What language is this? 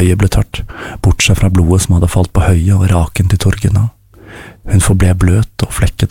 Norwegian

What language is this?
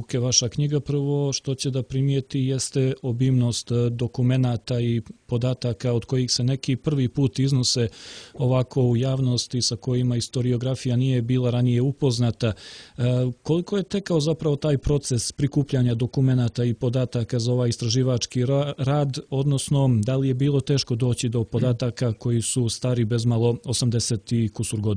Serbian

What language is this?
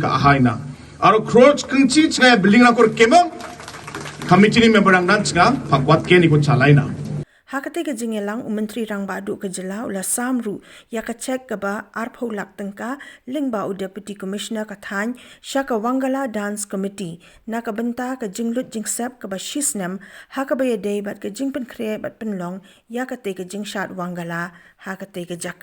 Khasi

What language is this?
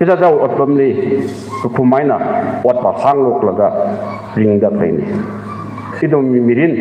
Tangkhul Naga (India)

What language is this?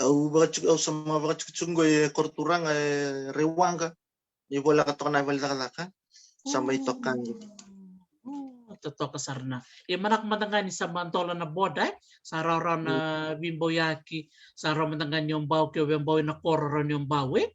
Fijian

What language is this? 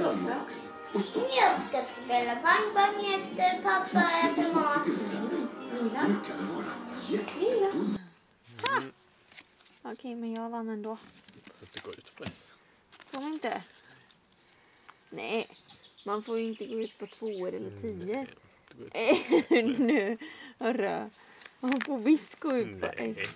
Swedish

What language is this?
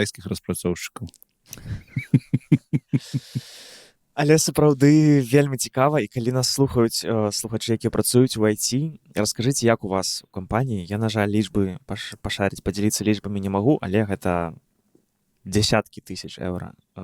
Belarusian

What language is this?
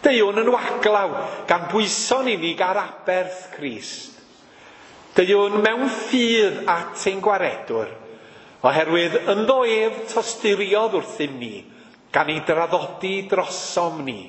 Welsh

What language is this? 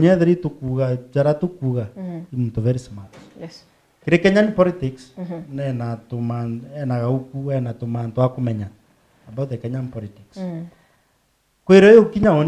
Meru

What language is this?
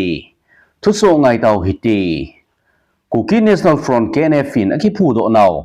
Thado Chin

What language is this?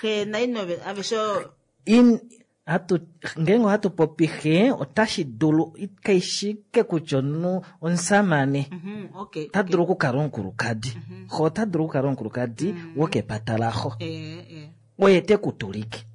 Kuanyama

